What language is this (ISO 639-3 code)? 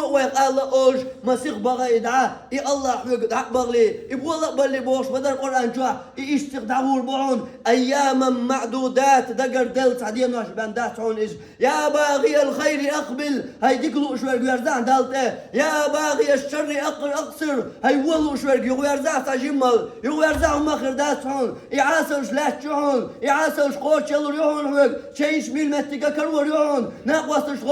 che